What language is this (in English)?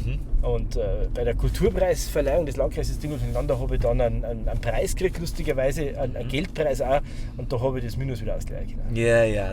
Bavarian